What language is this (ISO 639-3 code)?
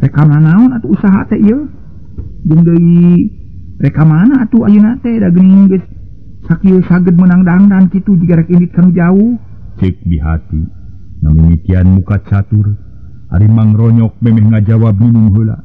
sun